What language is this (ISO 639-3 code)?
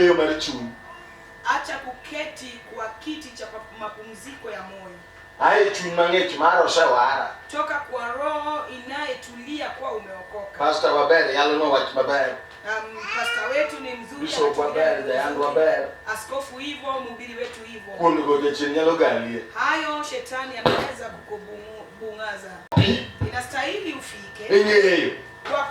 luo